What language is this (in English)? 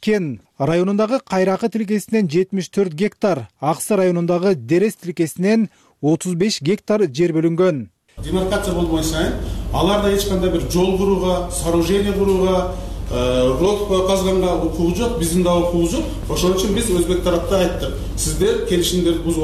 Kyrgyz